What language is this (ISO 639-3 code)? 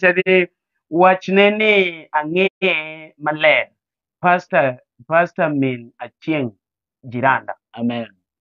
luo